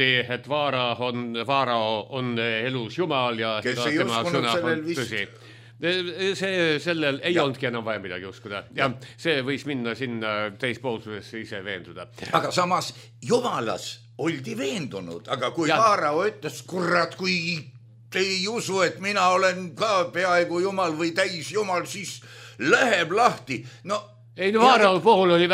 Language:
Estonian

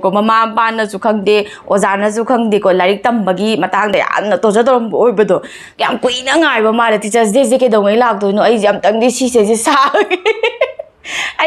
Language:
Manipuri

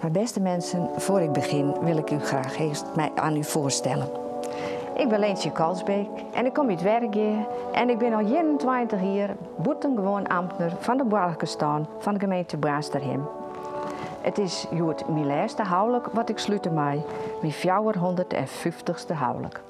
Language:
Western Frisian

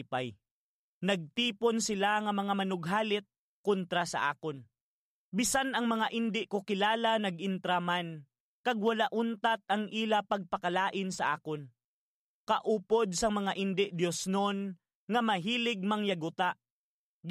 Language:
Hiligaynon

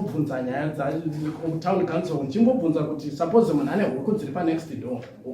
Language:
Shona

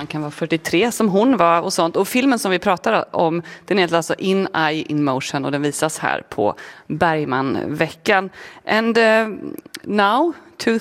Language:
Swedish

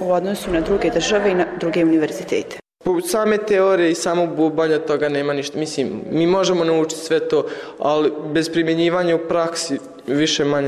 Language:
Bosnian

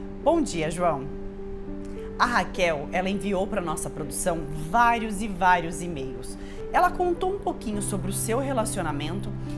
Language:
Portuguese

